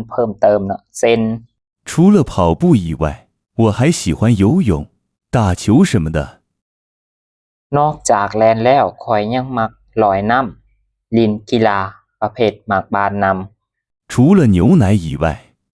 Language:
Lao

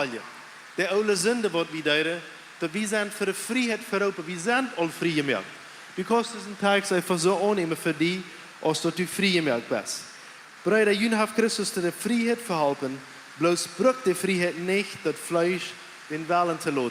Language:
Plautdietsch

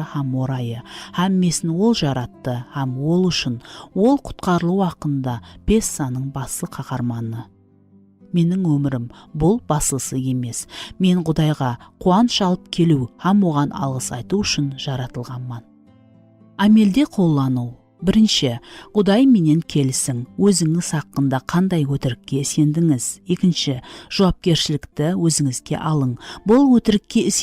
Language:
Kara-Kalpak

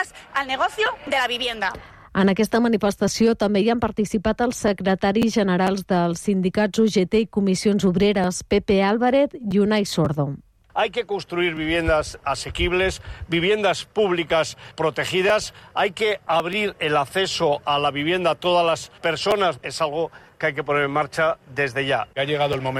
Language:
Catalan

